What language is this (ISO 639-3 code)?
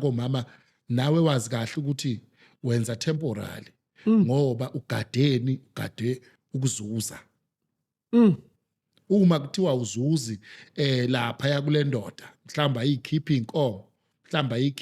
zul